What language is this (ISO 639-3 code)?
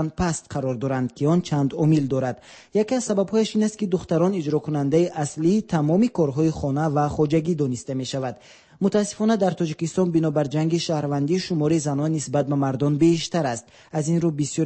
tgk